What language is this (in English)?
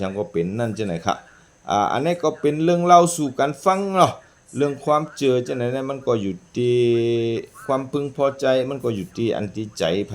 Shan